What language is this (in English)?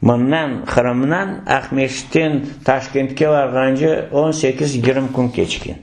Crimean Tatar